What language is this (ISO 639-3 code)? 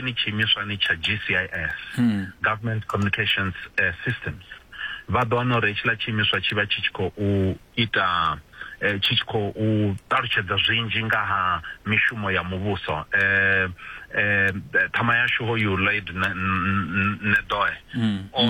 ven